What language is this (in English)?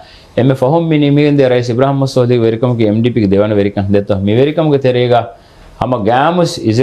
Divehi